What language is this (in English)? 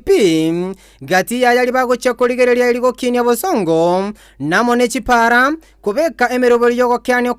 Gusii